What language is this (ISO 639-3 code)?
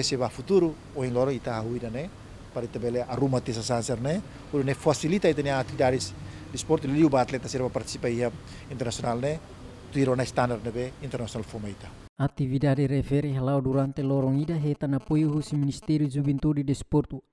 tet